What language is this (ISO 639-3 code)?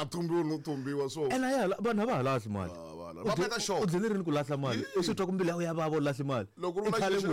tso